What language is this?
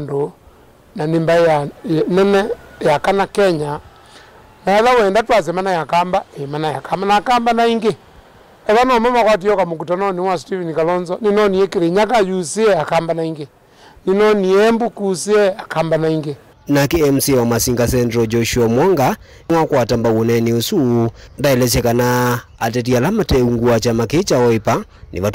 Kamba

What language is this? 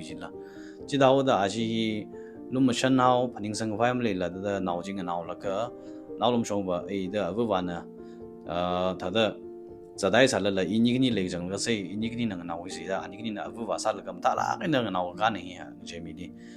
Tangkhul Naga (India)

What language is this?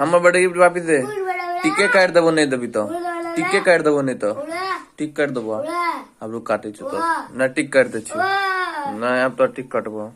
Maithili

